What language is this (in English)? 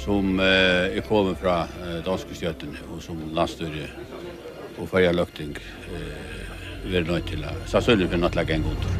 Faroese